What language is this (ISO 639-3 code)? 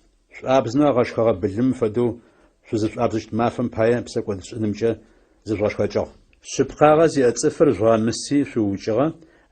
ady